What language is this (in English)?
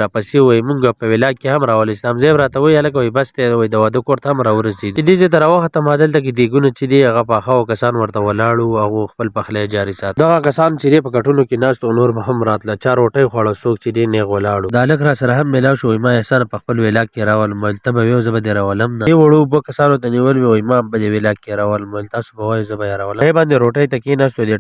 Pashto